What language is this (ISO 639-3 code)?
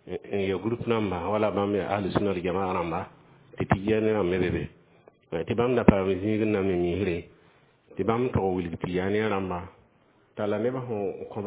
mos